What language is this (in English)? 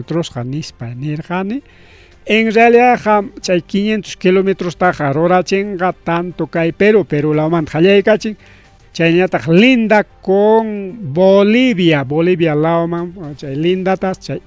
Ayacucho Quechua